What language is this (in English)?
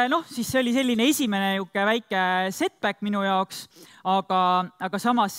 Estonian